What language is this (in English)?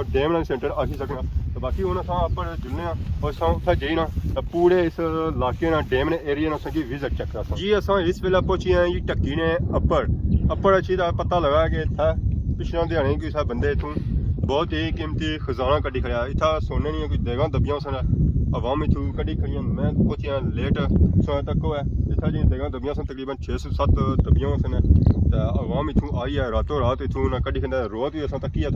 Pahari-Potwari